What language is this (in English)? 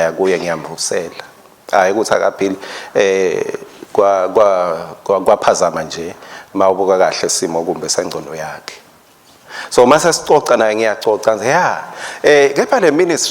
Swati